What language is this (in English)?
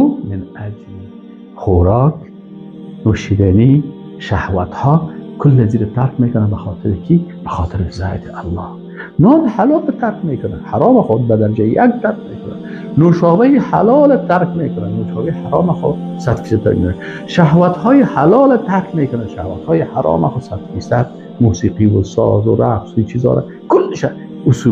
Persian